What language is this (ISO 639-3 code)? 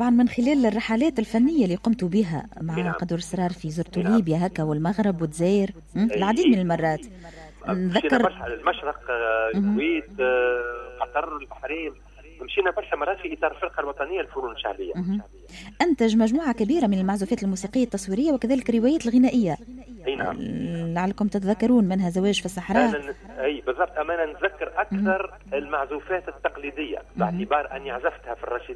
aeb